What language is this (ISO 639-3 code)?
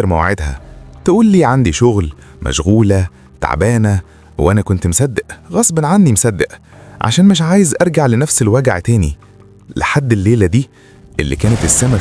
arz